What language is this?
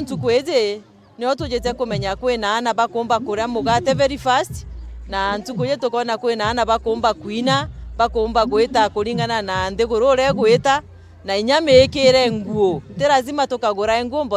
Meru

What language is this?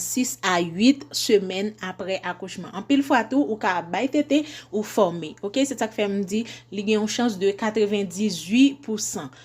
Haitian Creole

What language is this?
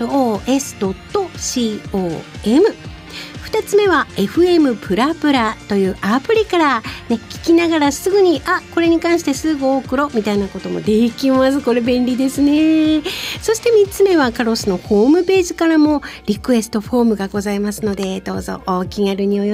Japanese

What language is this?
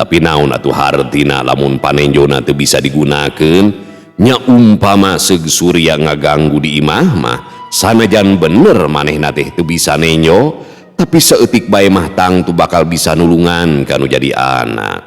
Sundanese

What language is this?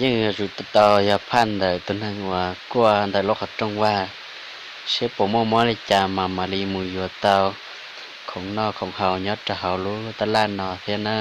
Hmong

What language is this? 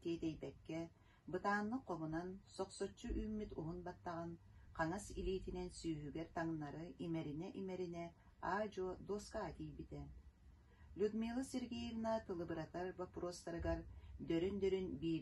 Yakut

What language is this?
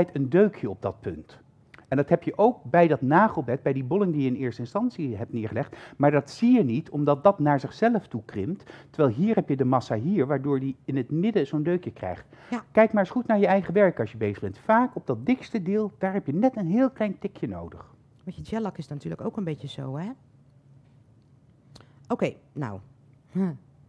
Dutch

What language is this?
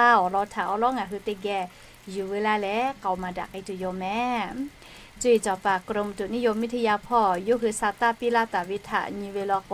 Lahu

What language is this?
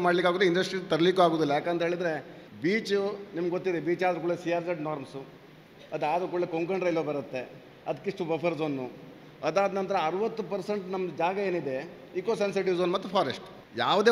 Kannada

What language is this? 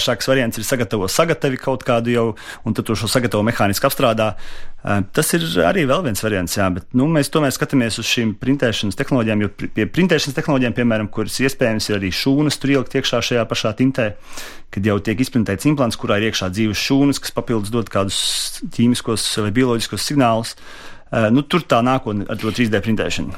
Latvian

